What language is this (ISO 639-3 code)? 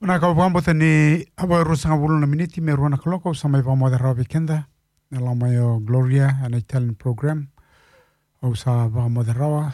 fij